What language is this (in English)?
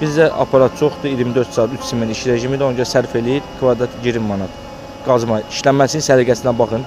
Azerbaijani